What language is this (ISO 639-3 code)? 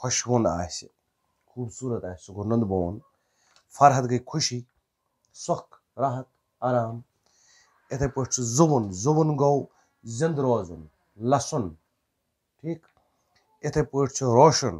kas